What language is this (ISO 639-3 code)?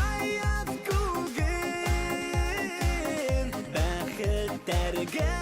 bak